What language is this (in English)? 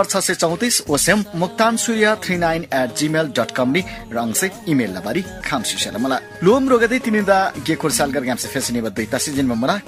Eastern Tamang